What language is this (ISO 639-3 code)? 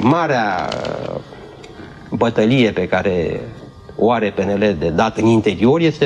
ron